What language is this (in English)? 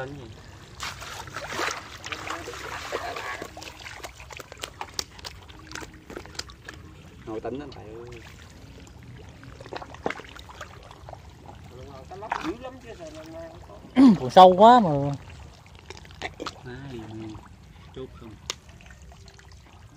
Vietnamese